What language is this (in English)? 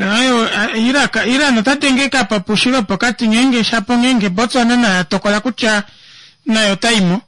Kuanyama